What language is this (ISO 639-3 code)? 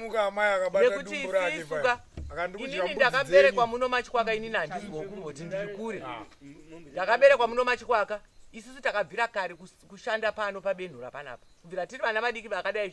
sna